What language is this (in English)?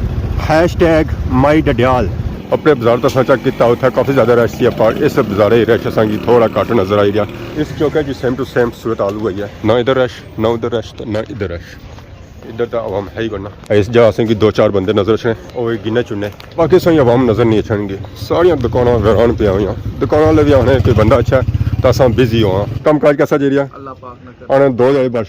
Pahari-Potwari